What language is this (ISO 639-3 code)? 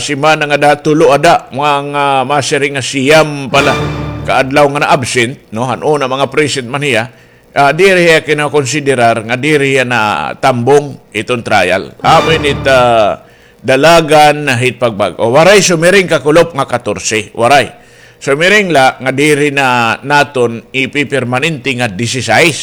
war